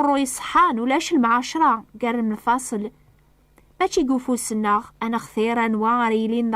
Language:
Kabyle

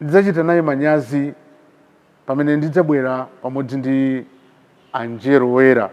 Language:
Nyanja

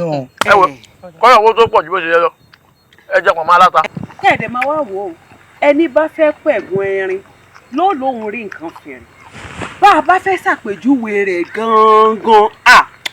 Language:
Yoruba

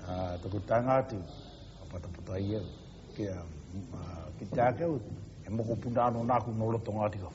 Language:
Māori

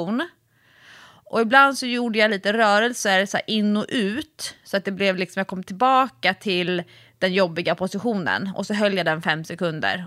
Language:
Swedish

